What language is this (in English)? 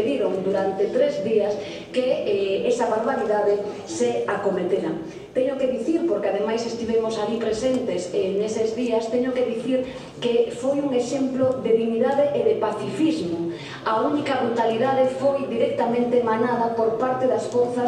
Galician